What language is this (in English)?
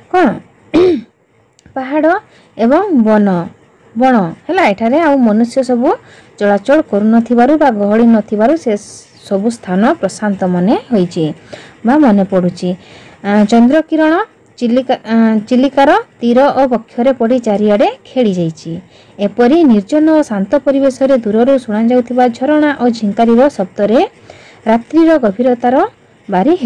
Odia